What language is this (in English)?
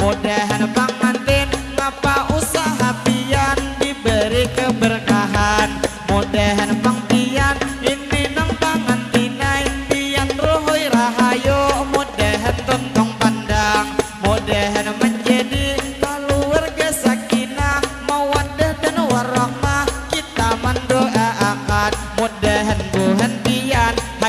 Banjar